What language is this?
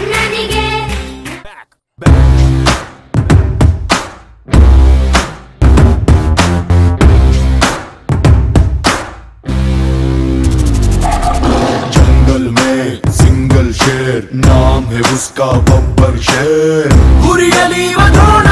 Kannada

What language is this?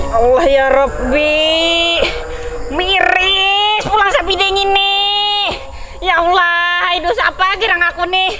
Banjar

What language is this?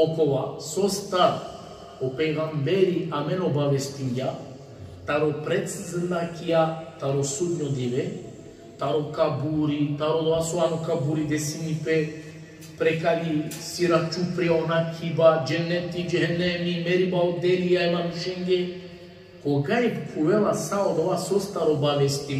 Balkan Romani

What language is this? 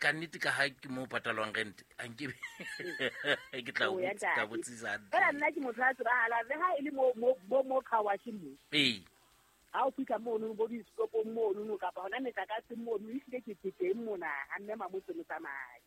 Southern Sotho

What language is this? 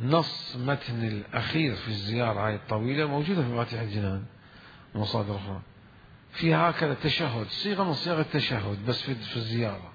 Mesopotamian Arabic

